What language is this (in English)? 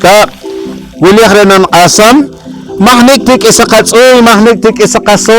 Poqomchi'